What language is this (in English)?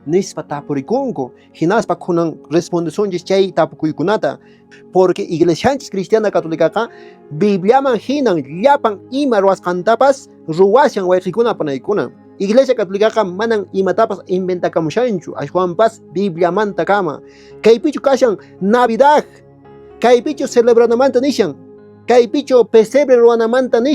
Quechua